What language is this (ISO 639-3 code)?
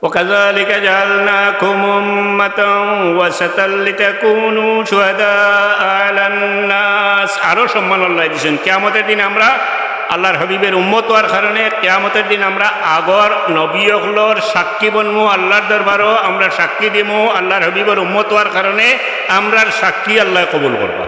syl